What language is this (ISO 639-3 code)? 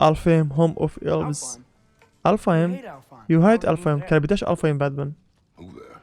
kur